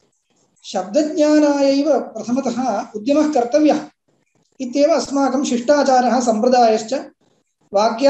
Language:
Sanskrit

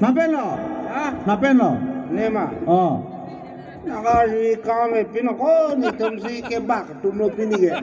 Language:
Karbi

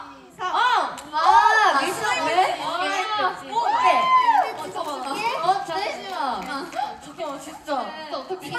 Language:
Korean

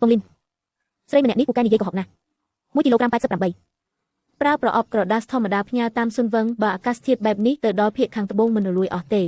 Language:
Khmer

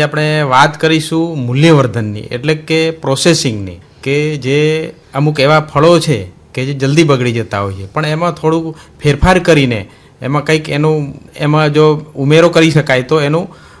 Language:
Gujarati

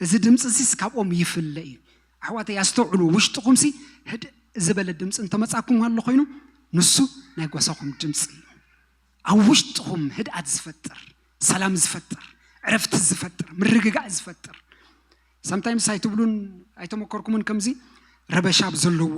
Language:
Tigrinya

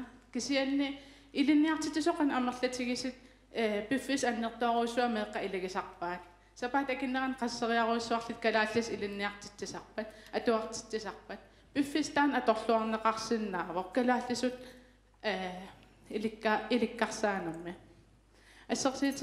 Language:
Kalaallisut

